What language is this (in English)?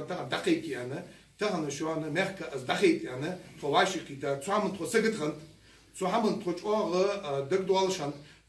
Ingush